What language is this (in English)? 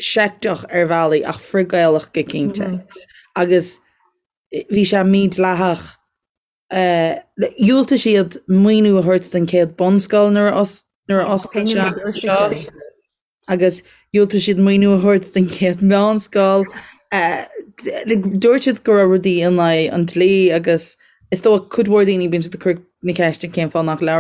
Irish